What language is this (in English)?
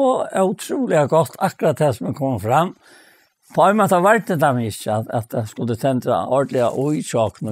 Faroese